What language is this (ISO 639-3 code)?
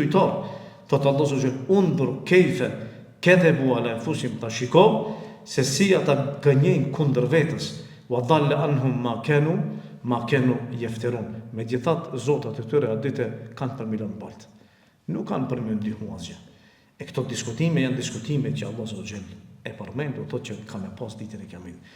sqi